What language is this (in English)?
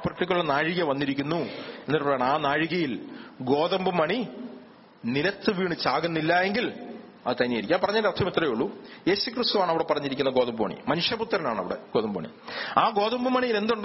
Malayalam